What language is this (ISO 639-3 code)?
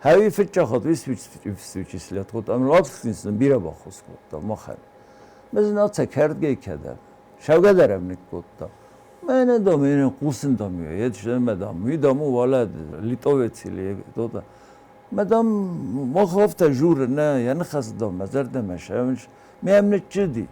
oss